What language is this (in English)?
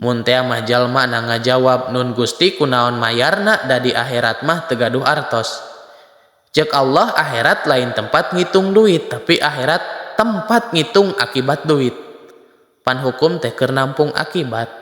Sundanese